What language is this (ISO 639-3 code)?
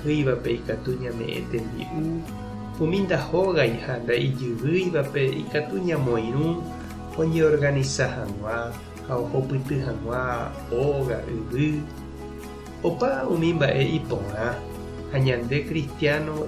grn